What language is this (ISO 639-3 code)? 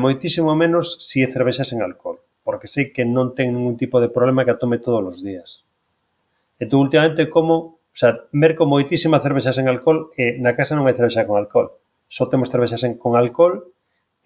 glg